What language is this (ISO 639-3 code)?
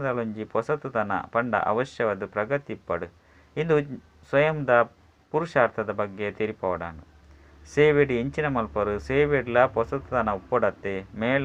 tcy